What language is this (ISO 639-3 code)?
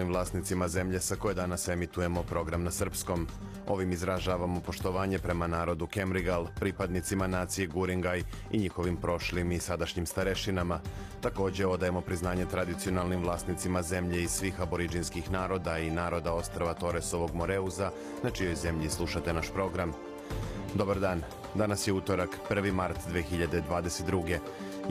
srp